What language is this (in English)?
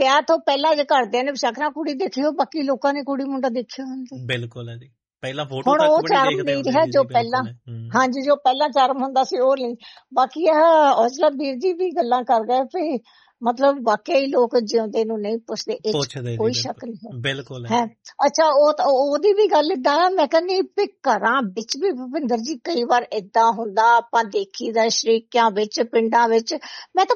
Punjabi